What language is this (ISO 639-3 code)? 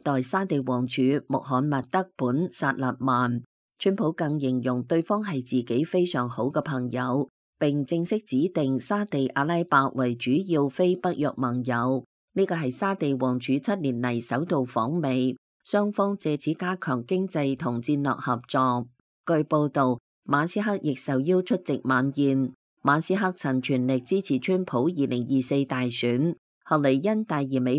yue